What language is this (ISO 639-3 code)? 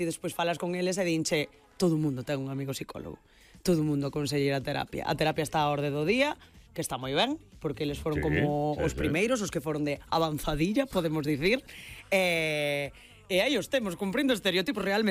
glg